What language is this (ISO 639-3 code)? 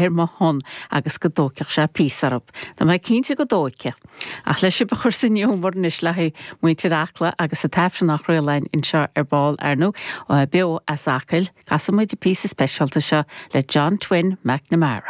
gle